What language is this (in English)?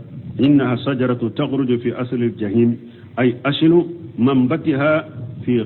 Bambara